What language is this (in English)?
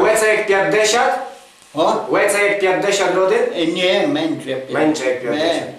Rusyn